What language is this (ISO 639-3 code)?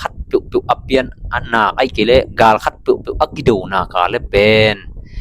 ctd